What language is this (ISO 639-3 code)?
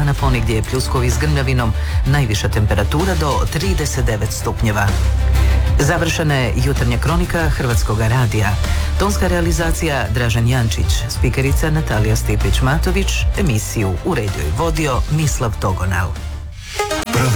hrv